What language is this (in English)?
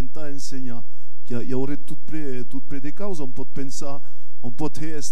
Occitan